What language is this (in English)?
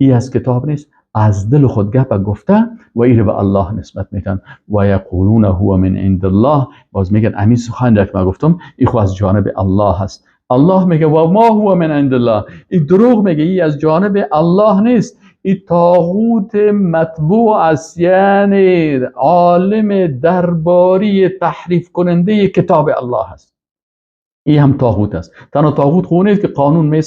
Persian